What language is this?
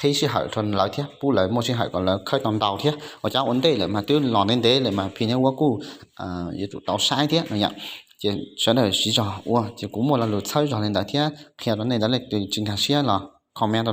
Hmong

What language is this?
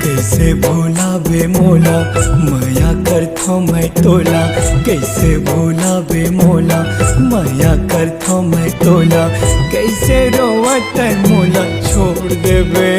Chhattisgarhi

